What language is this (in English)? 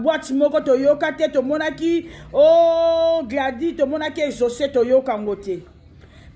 Lingala